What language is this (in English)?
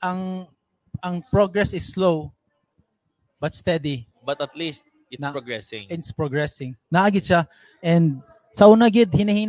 Filipino